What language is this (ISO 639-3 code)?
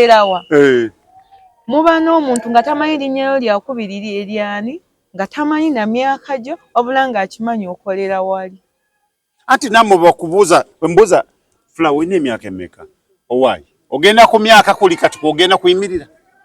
lug